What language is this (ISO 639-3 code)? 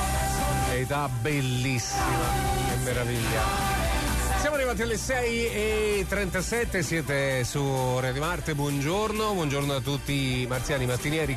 ita